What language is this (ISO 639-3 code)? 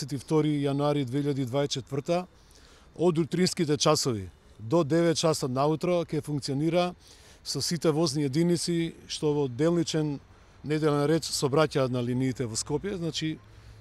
mkd